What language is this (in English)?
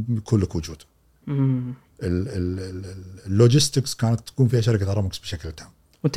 Gulf Arabic